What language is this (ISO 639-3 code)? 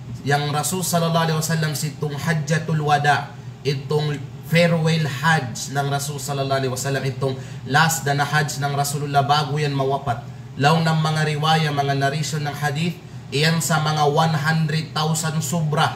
kqe